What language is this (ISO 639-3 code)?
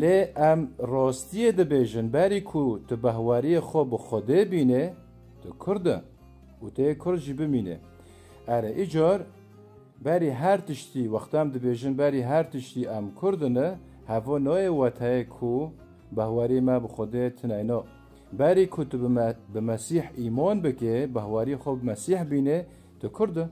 kur